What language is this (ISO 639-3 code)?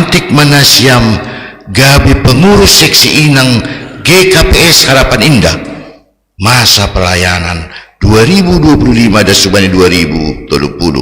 bts